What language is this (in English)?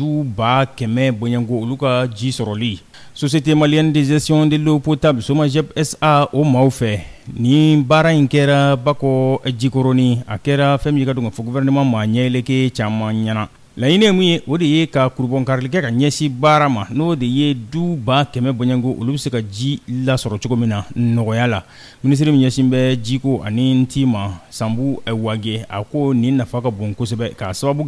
Bambara